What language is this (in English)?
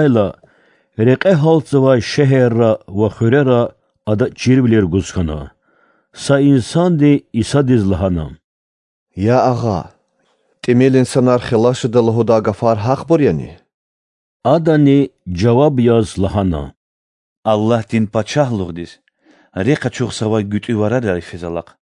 Lezghian